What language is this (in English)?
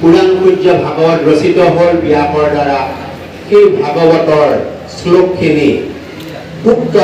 Assamese